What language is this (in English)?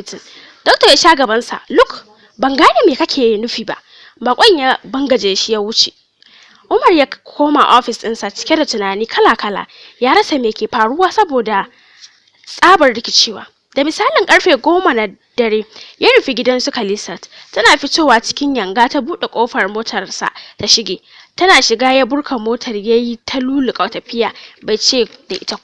Hausa